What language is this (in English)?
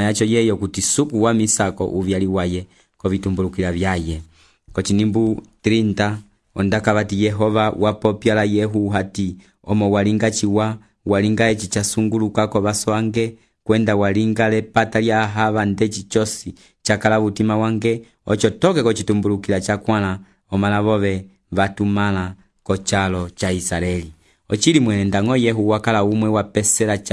Umbundu